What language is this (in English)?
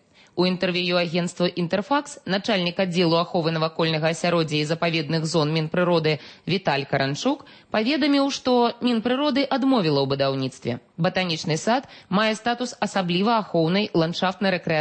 Belarusian